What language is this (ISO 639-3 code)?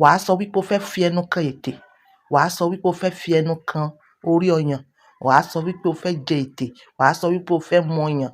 yor